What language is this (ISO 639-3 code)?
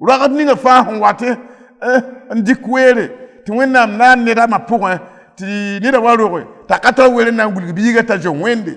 mos